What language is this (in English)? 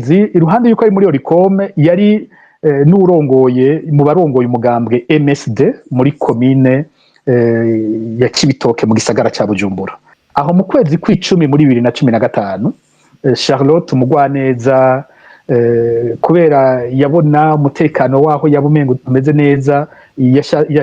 Rundi